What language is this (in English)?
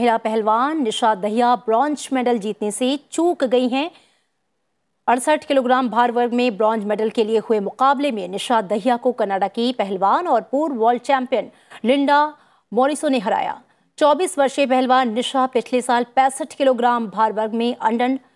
Hindi